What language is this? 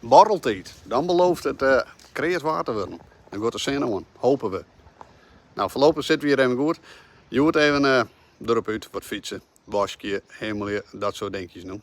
Western Frisian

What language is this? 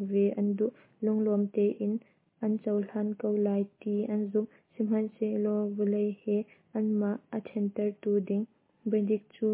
Hakha Chin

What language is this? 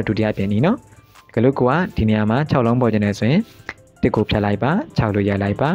Burmese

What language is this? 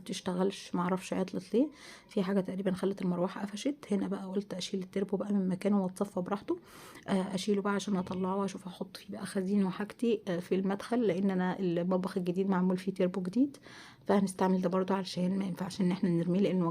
Egyptian Arabic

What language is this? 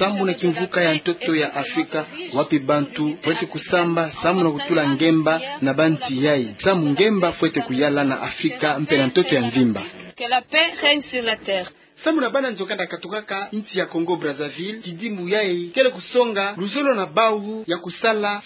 Kituba (Democratic Republic of Congo)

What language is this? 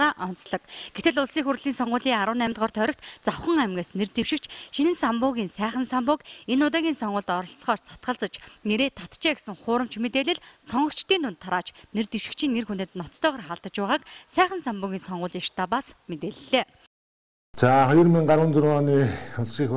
Mongolian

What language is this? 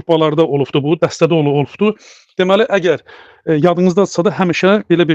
Azerbaijani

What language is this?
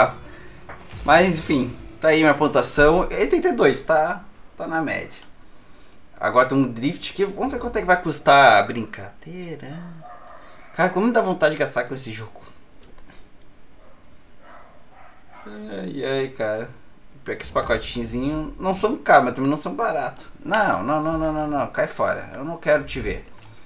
Portuguese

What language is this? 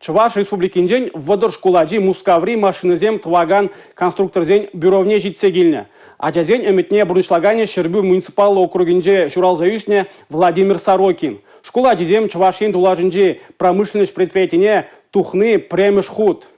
Chuvash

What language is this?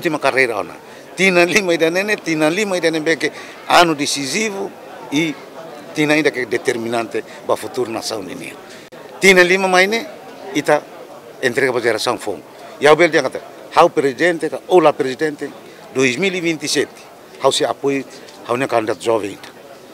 Tetum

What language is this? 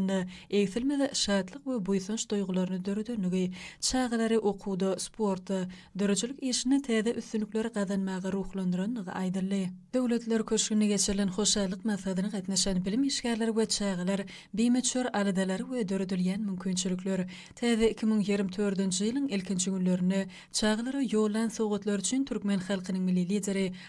Turkmen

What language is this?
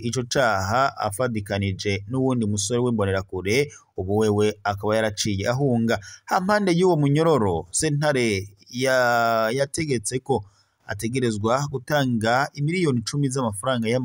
Rundi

